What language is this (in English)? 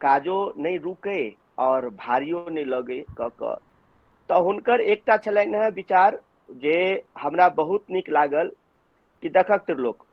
Maithili